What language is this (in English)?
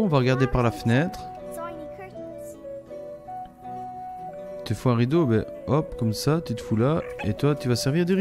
French